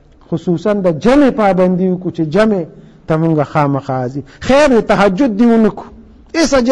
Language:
Pashto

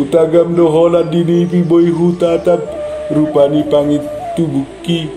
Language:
Batak Toba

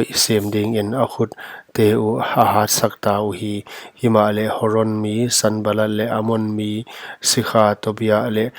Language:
Paite Chin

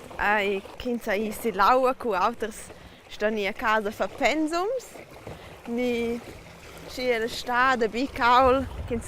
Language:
Romansh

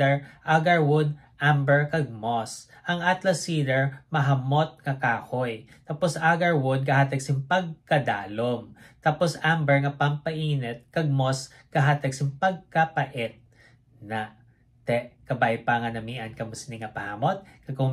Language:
Hiligaynon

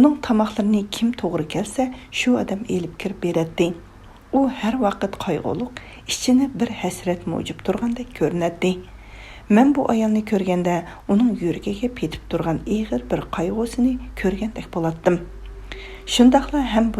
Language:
Uyghur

